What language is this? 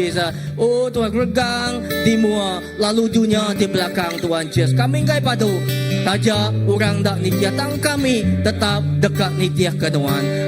Iban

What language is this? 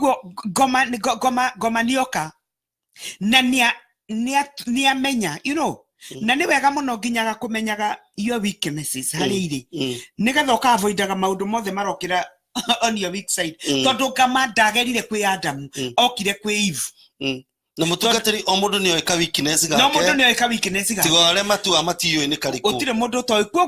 Kikuyu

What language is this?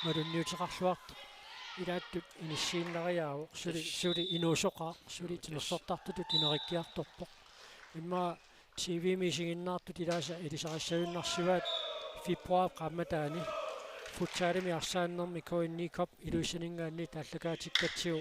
Kalaallisut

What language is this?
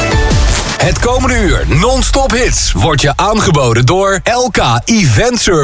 Dutch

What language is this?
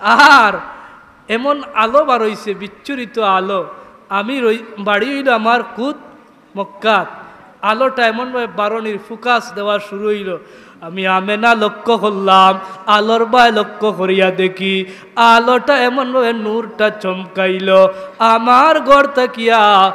Sylheti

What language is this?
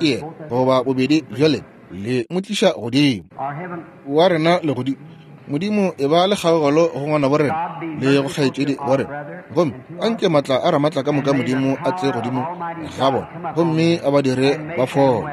Northern Sotho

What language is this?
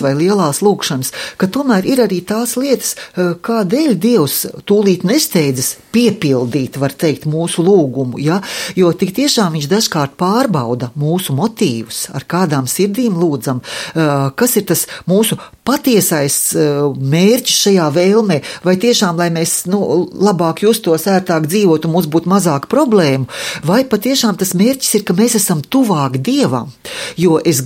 Latvian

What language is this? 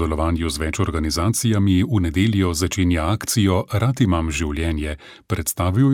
Slovenian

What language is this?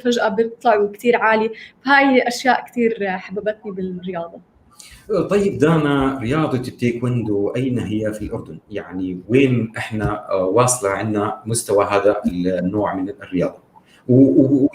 North Levantine Arabic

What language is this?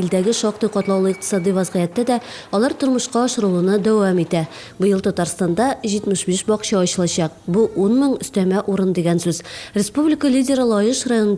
Tatar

